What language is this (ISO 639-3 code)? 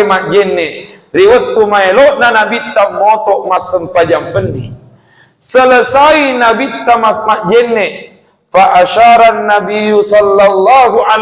bug